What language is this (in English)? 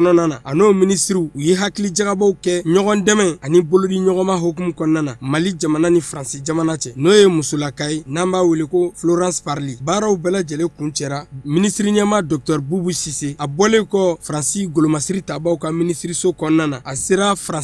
Bambara